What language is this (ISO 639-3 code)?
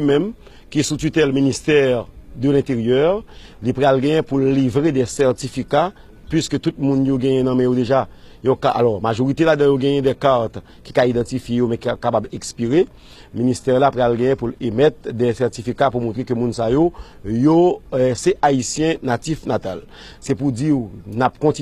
hat